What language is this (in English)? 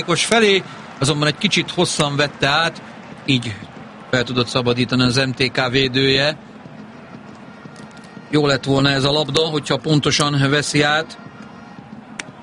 Hungarian